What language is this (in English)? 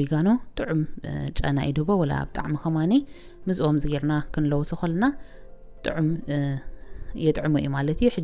Tigrinya